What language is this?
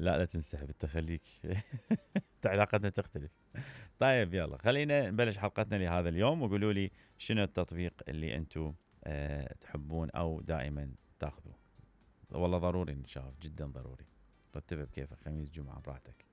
Mesopotamian Arabic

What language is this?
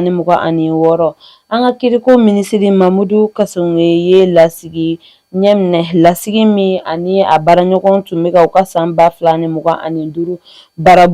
Bambara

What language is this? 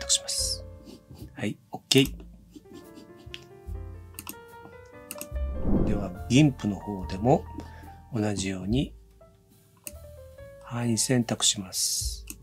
Japanese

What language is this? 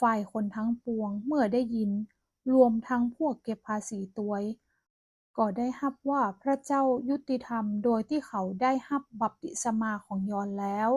Northern Thai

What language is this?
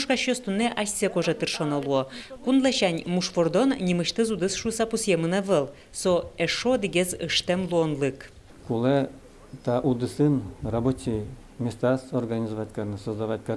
Udmurt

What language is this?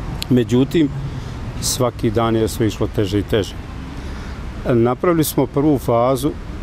Bosnian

